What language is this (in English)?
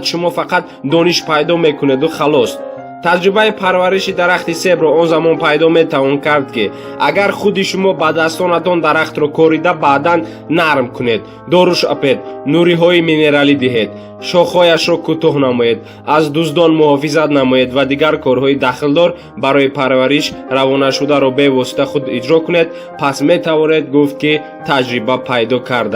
Tajik